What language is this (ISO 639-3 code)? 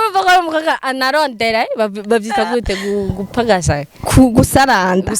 run